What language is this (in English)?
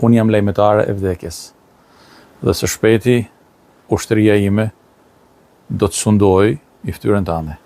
Albanian